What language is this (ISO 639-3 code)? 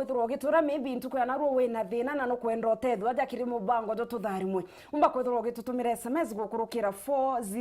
mer